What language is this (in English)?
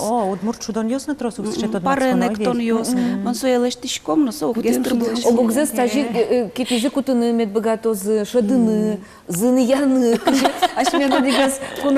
Udmurt